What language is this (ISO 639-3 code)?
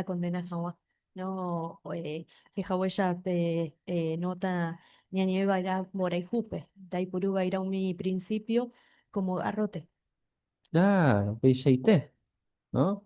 grn